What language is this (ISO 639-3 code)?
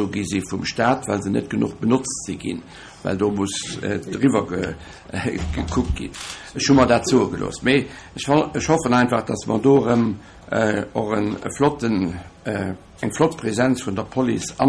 ltz